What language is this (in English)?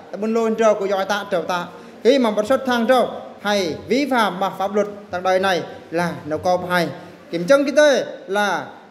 Eastern Bru